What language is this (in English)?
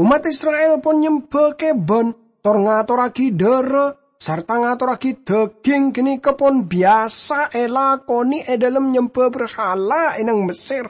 Madurese